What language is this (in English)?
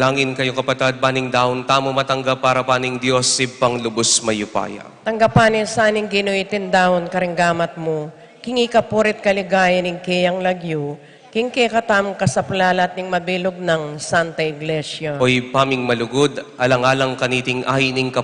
Pampanga